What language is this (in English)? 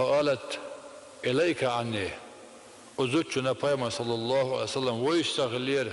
Chechen